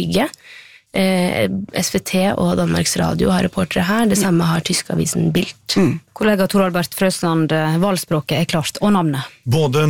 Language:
Norwegian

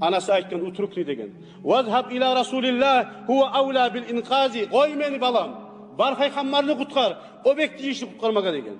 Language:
Kumyk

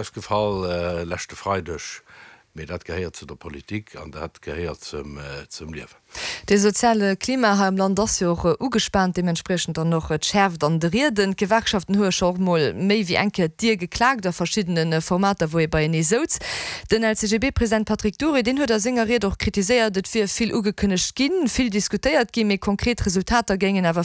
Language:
Luxembourgish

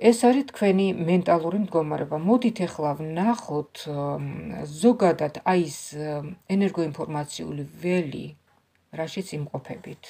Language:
Georgian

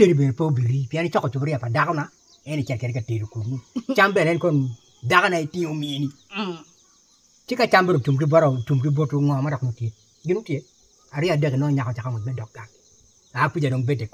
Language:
Acoli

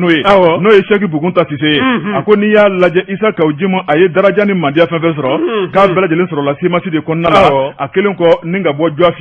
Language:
Bambara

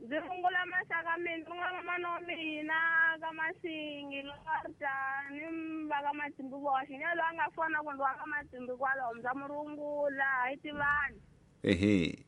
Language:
Tsonga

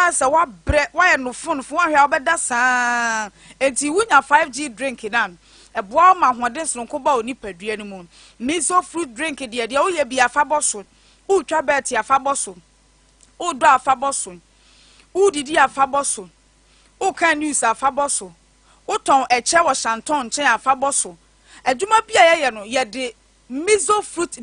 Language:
Akan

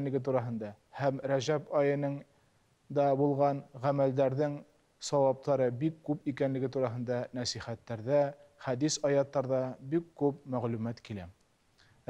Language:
Bashkir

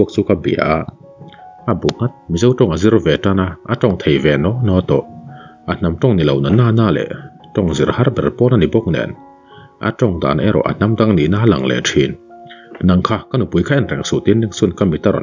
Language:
Mizo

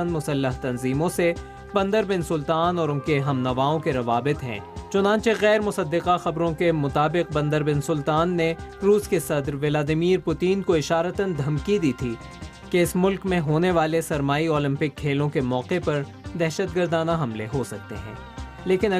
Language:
Urdu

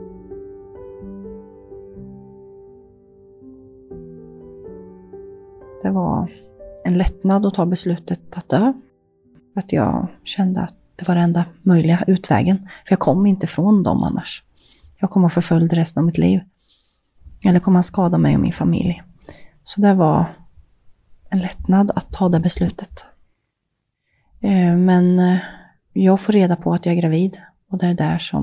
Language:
Swedish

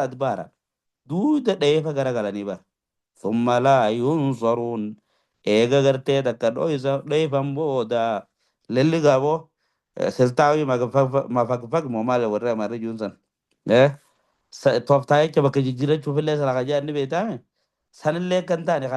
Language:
Oromo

